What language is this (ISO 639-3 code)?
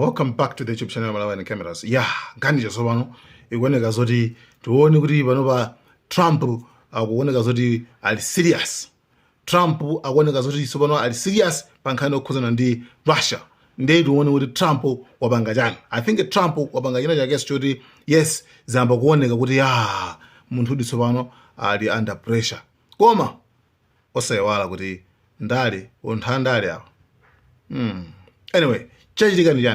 nya